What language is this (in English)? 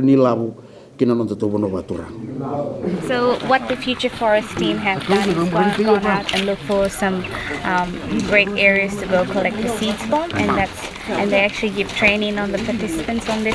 Fijian